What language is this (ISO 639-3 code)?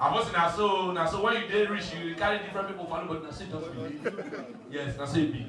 pcm